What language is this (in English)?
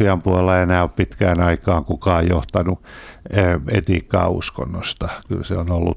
Finnish